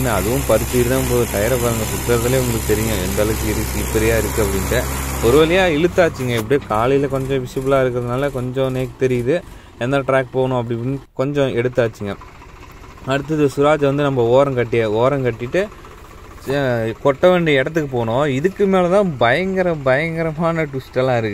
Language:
Tamil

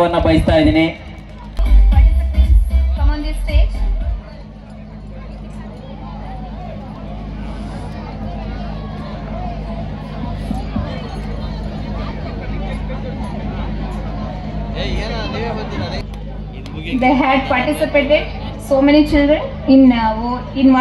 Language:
Kannada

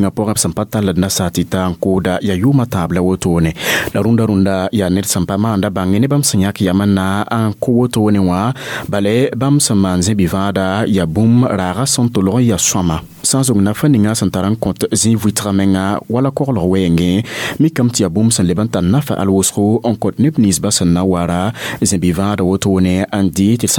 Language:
Mossi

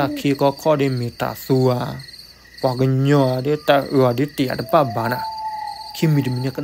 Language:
S'gaw Karen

